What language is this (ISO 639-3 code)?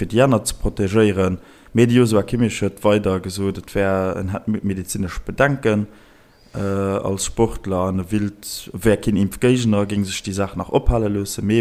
ltz